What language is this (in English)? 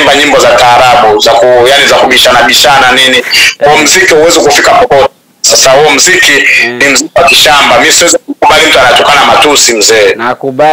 Swahili